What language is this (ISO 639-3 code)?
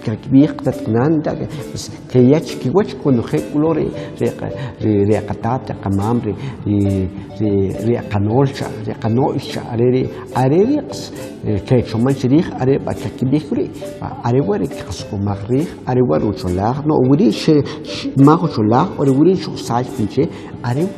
quc